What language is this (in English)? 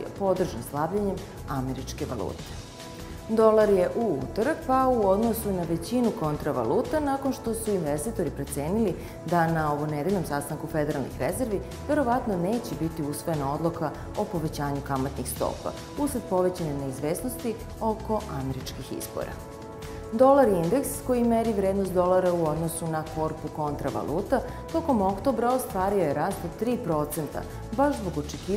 Serbian